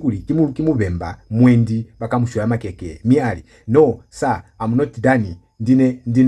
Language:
Lozi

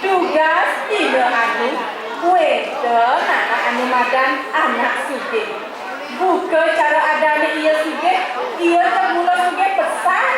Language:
Balinese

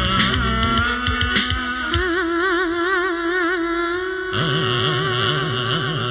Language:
Telugu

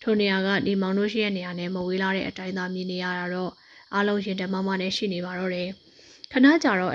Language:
Burmese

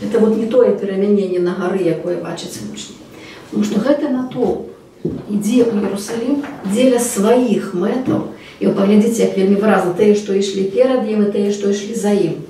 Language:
Belarusian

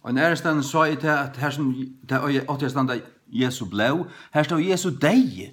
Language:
Faroese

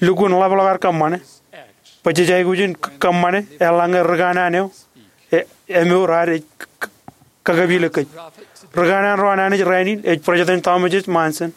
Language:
Marshallese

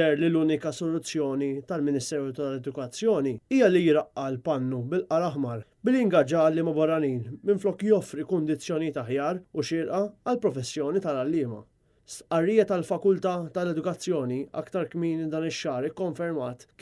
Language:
Maltese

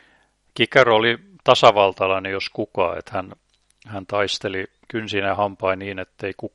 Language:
Finnish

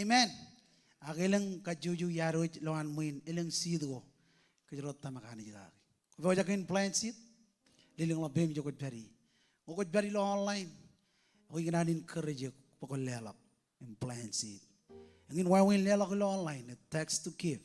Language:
Marshallese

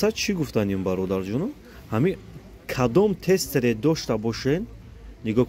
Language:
Tajik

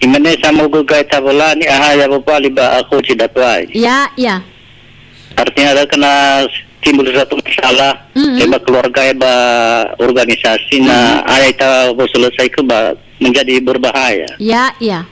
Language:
Nias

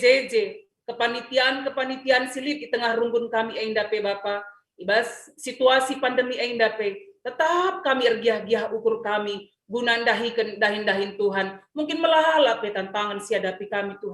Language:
Batak Karo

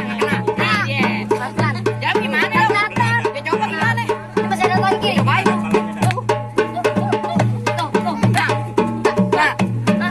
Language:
Betawi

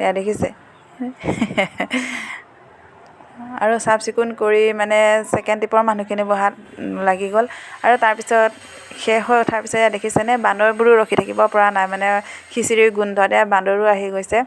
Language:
Assamese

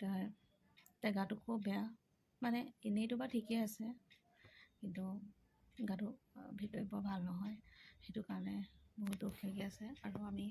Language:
Assamese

